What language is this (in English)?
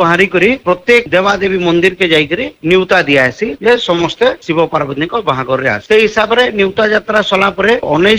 Odia